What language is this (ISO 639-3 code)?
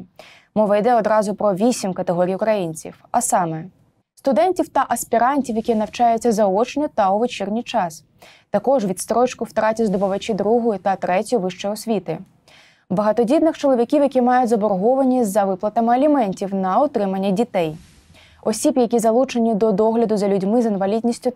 ukr